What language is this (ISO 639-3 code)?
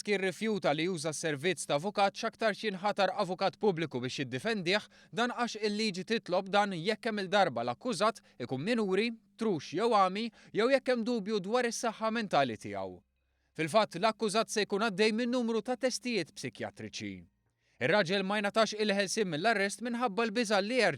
mlt